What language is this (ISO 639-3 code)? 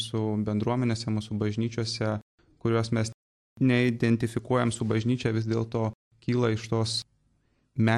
lit